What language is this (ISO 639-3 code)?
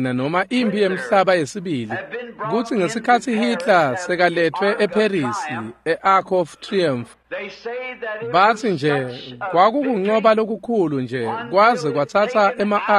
ssw